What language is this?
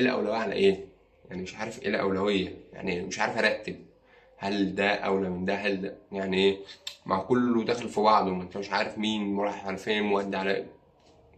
Egyptian Arabic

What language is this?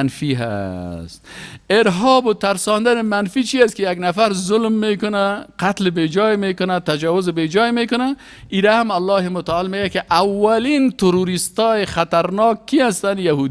Persian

